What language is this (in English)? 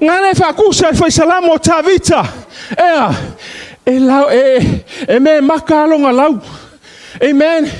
Samoan